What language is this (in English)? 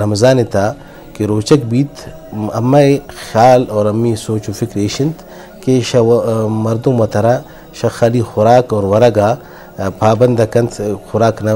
Eastern Balochi